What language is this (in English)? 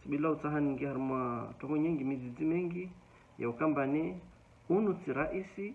Ngazidja Comorian